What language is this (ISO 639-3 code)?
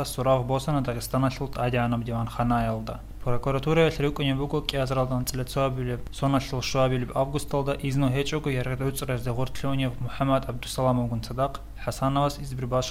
ava